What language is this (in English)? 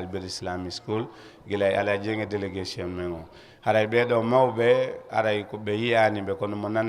Fula